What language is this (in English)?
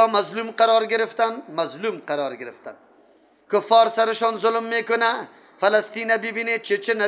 Persian